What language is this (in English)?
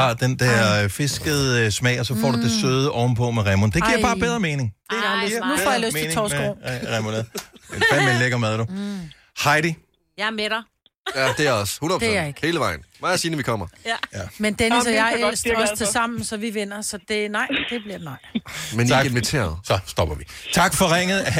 Danish